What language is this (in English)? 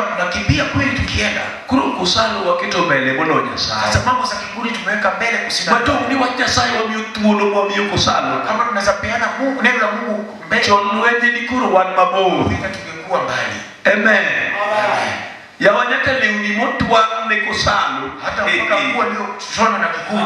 Luo (Kenya and Tanzania)